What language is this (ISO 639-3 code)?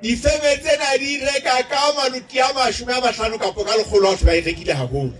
sot